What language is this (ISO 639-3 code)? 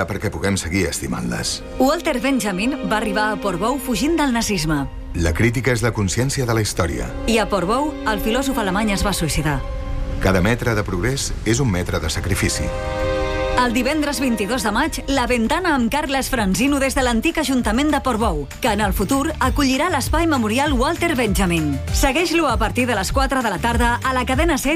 cat